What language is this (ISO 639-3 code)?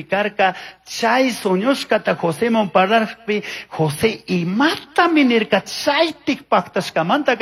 qug